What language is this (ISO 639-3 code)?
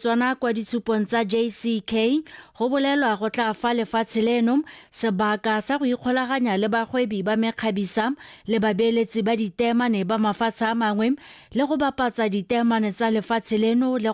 tsn